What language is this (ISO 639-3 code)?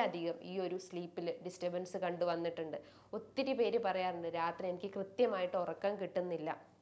mal